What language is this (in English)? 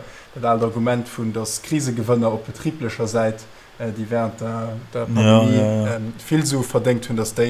Luxembourgish